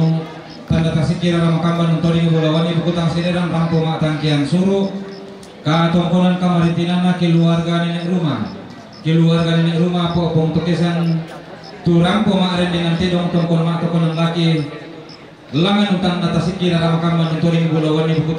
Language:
Toraja-Sa'dan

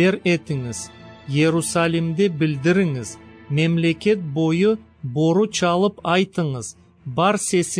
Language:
Crimean Tatar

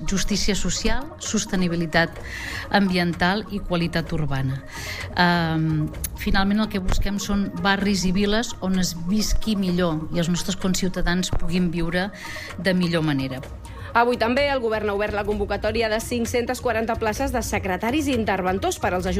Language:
Catalan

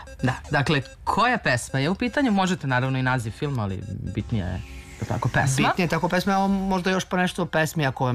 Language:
Serbian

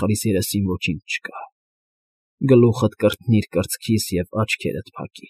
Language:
Armenian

